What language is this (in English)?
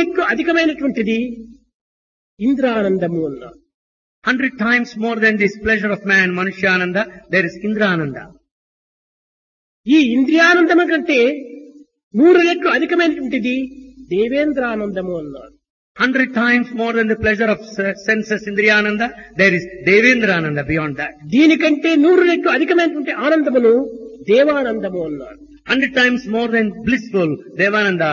Telugu